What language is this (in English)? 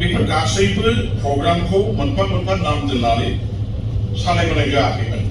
Bodo